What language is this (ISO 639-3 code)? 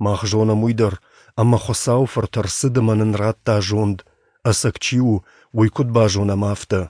oss